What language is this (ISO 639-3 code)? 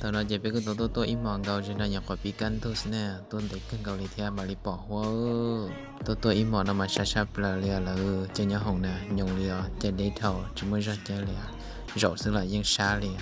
hmn